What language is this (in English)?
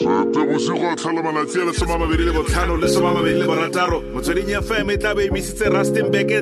Tswana